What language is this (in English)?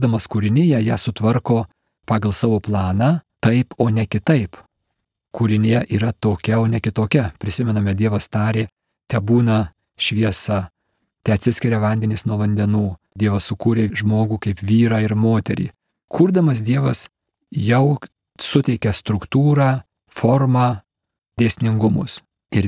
Lithuanian